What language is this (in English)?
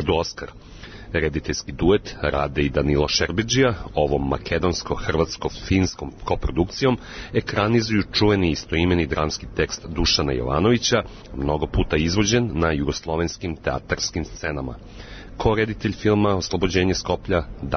Serbian